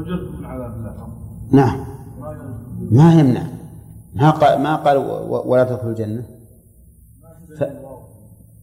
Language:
Arabic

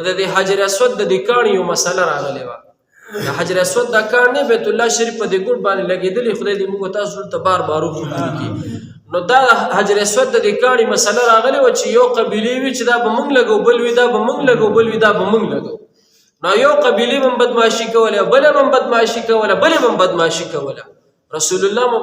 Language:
Pashto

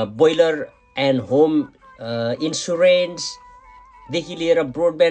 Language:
Nepali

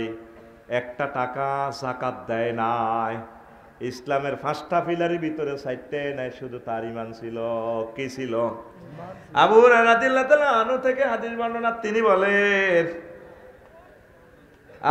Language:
Bangla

